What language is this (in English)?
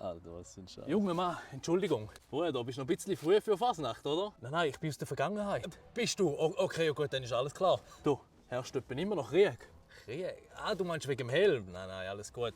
Swiss German